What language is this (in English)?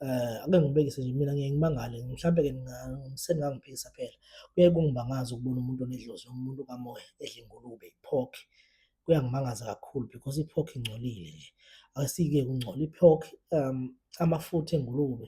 Zulu